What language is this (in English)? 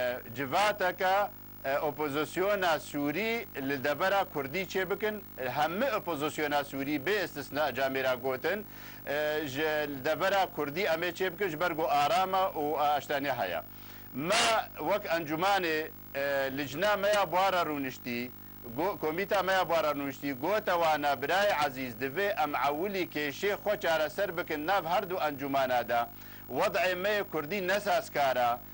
Kurdish